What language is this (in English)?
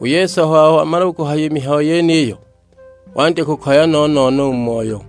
Sukuma